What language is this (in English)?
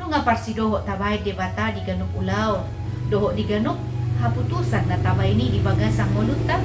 Batak Toba